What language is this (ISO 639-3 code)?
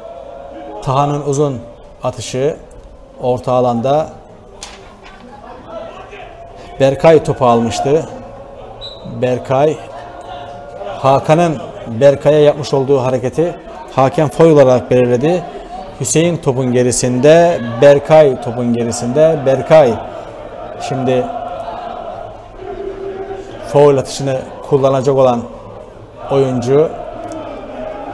tur